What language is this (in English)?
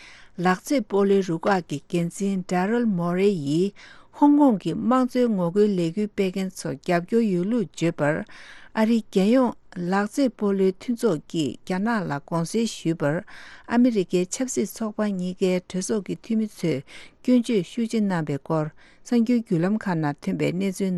Tibetan